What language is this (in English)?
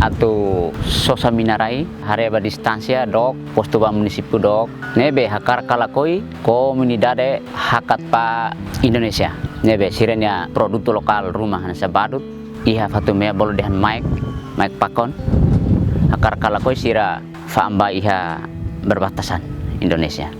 Tetum